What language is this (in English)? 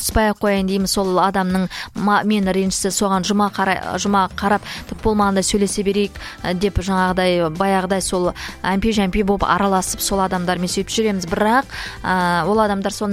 Kazakh